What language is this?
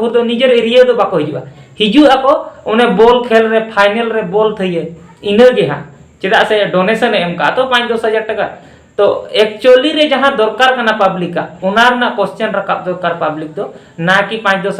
Santali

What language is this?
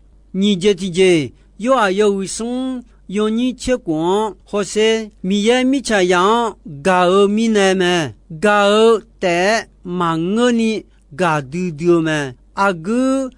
Akha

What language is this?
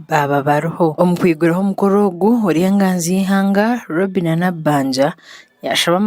Nyankole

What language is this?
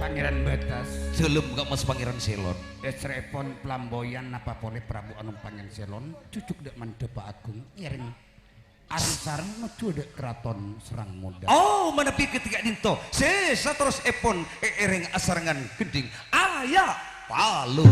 Madurese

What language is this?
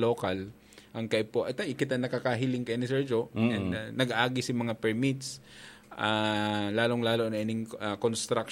Bikol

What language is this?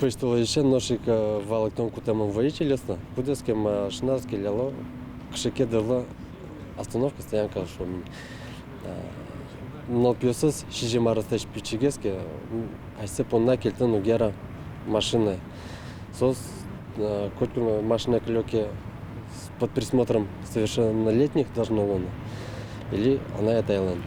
Udmurt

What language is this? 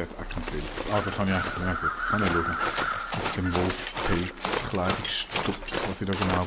Swiss German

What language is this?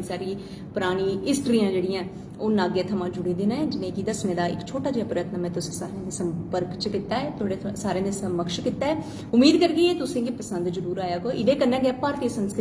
Dogri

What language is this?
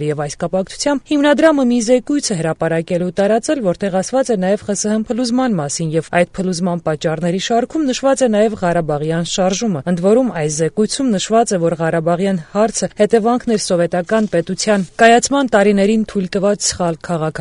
Armenian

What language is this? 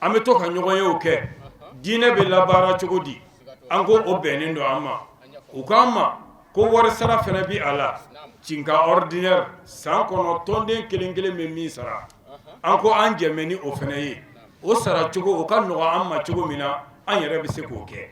Bambara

